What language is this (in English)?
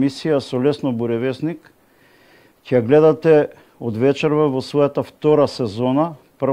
Macedonian